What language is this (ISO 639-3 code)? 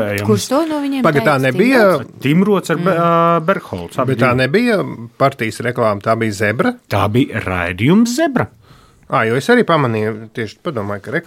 lav